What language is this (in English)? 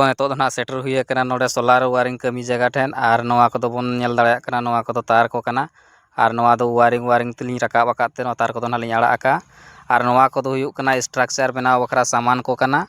Santali